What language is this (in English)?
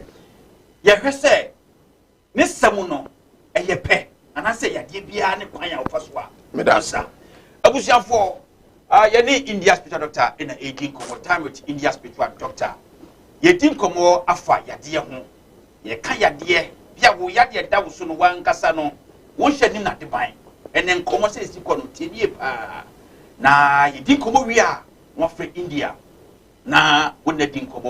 Akan